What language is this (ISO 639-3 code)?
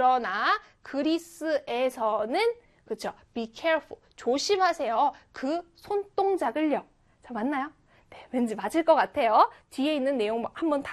kor